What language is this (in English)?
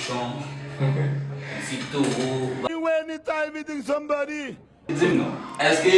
Haitian Creole